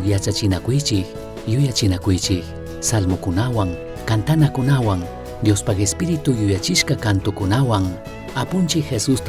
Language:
Chimborazo Highland Quichua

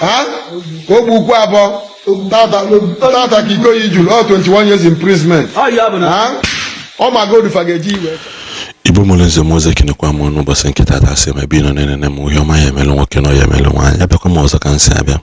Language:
Igbo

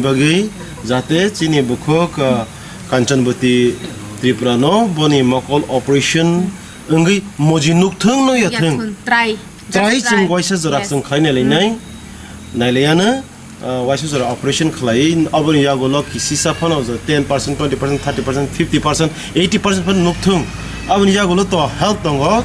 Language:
Kok Borok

